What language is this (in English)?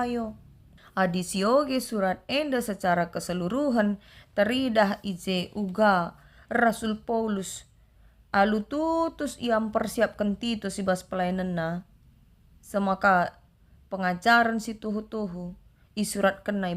Batak Karo